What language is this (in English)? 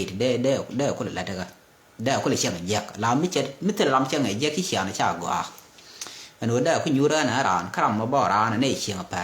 Nuer